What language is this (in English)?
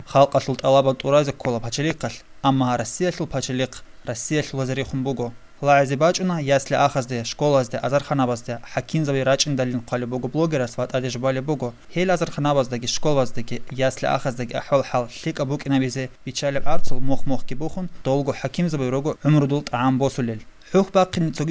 Avaric